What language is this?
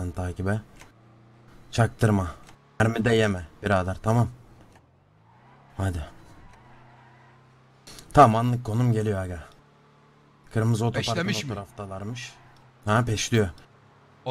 Turkish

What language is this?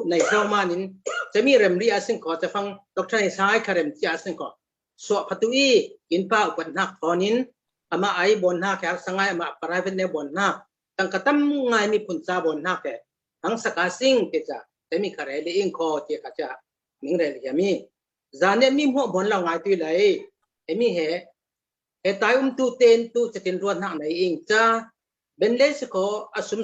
Falam Chin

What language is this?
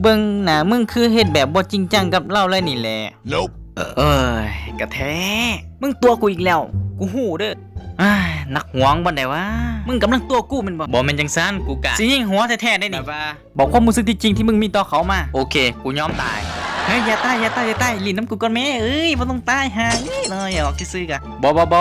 Northeastern Thai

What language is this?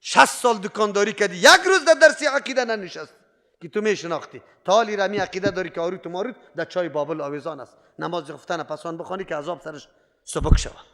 Persian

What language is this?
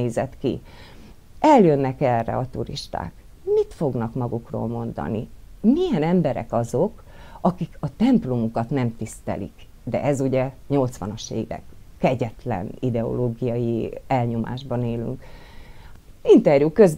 Hungarian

